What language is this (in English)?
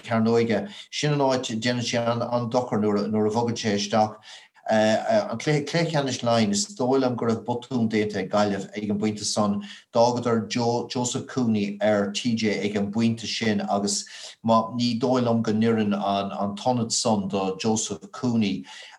Irish